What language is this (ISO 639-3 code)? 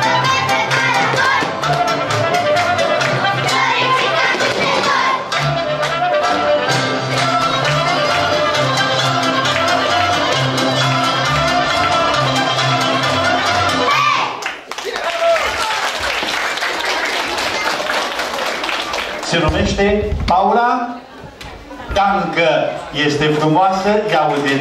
ron